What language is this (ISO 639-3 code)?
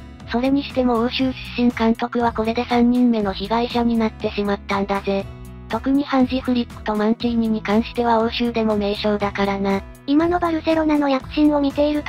jpn